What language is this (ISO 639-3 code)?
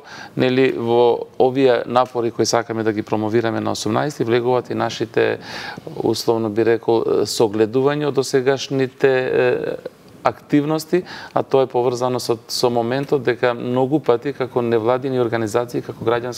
mkd